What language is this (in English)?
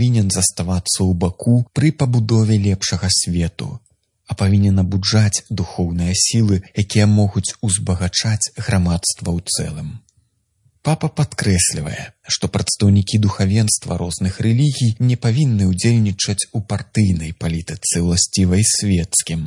Belarusian